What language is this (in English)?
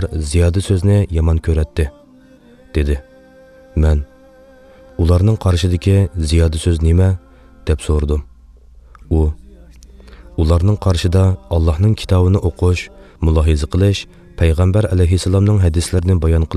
Uyghur